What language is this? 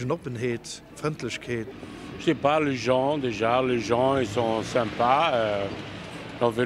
Luxembourgish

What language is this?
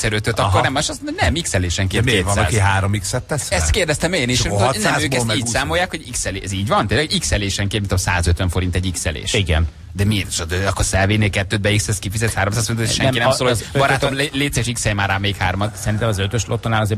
Hungarian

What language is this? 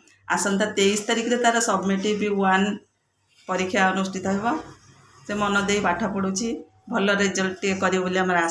Odia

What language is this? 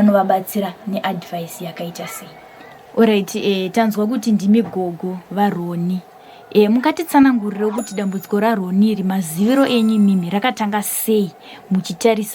Shona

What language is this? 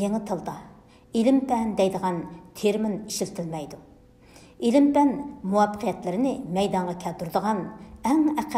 Uyghur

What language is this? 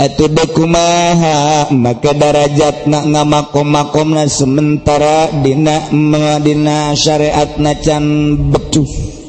Sundanese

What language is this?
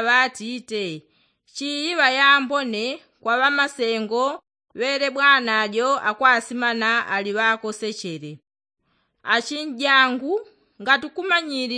Yao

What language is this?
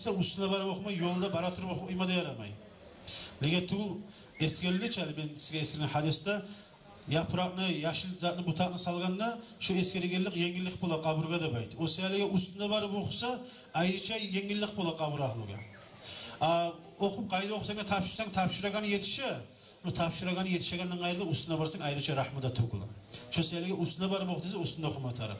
Kumyk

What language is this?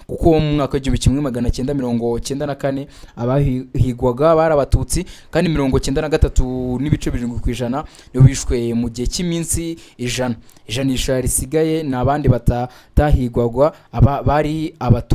Kinyarwanda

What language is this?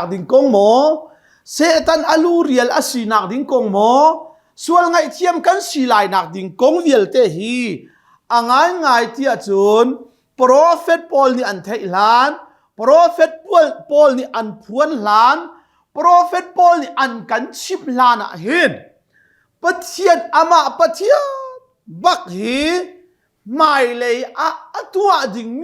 Hakha Chin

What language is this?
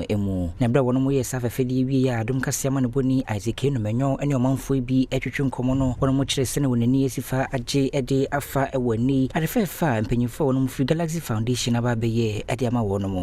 Akan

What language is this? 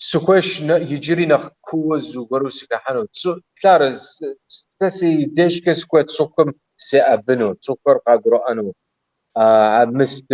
Kabardian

